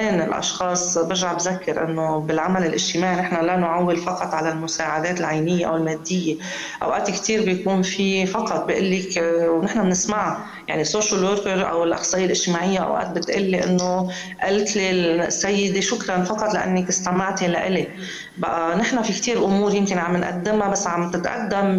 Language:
North Levantine Arabic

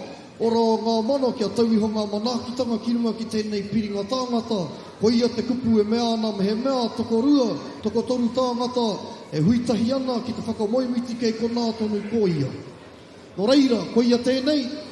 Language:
Māori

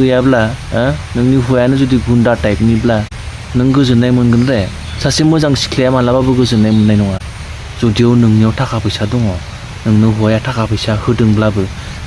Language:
Bodo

